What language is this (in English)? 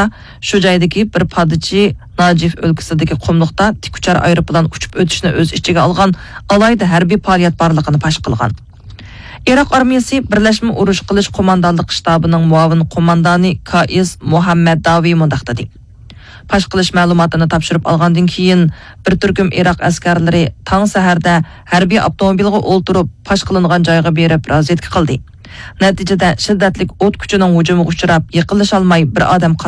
Uyghur